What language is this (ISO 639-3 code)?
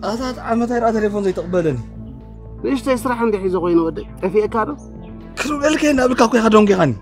tir